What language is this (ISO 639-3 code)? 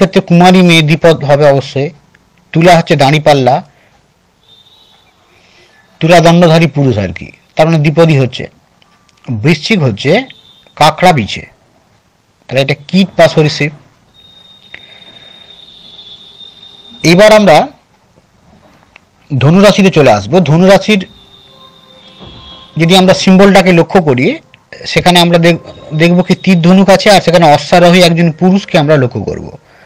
ben